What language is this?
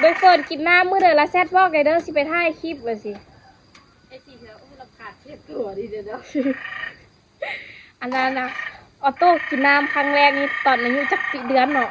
Lao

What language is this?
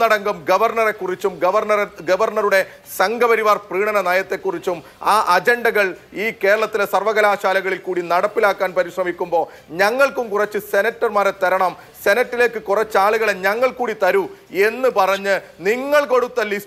Malayalam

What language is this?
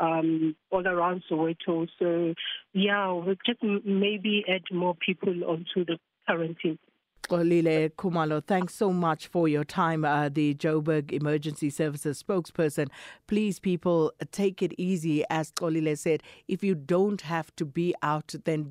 English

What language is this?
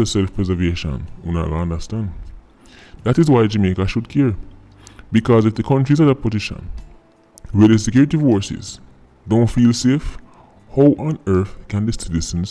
Jamaican Creole English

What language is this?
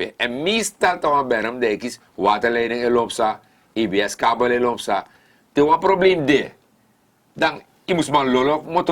Sranan Tongo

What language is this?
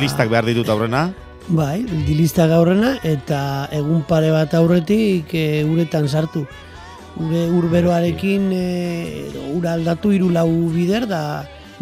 Basque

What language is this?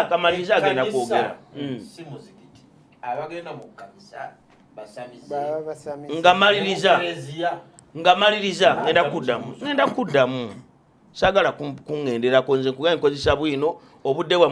Ganda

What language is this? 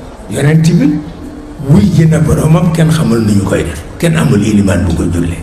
Wolof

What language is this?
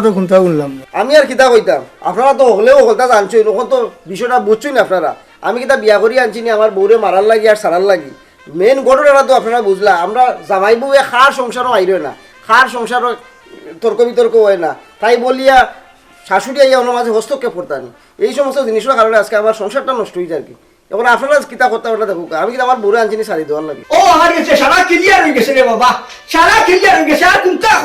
Sylheti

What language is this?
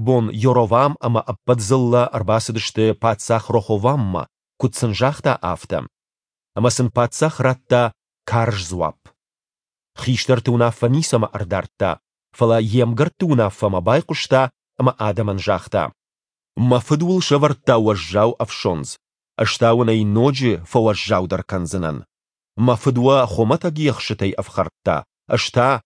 Ossetic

